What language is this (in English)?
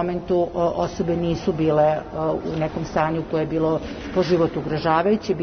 Serbian